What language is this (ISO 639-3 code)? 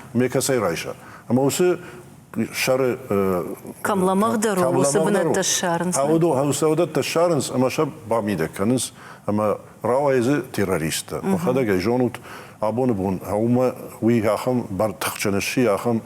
oss